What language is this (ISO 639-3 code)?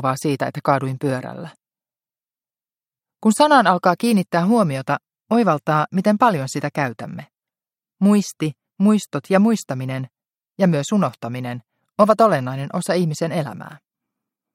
fin